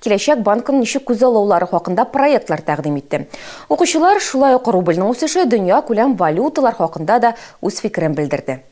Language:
Tatar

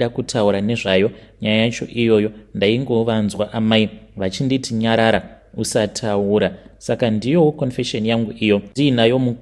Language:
Shona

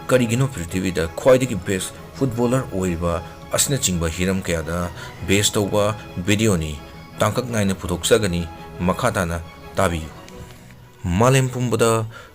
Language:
Manipuri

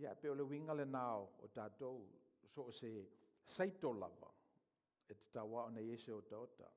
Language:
Samoan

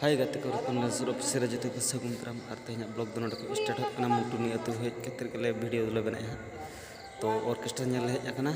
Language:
Santali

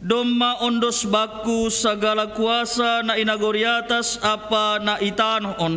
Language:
Batak Simalungun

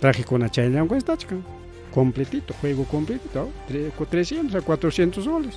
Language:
Ayacucho Quechua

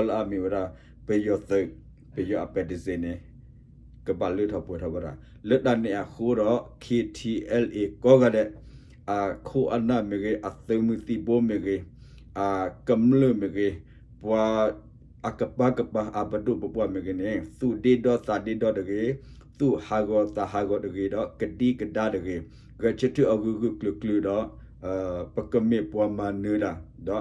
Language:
S'gaw Karen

